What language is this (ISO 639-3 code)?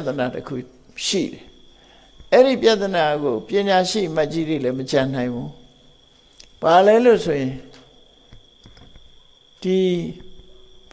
mya